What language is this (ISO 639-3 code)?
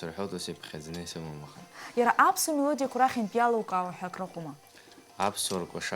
abk